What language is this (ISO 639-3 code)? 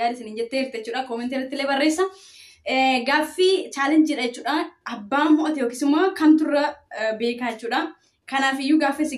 orm